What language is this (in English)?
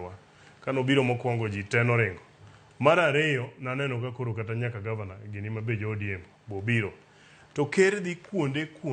Luo (Kenya and Tanzania)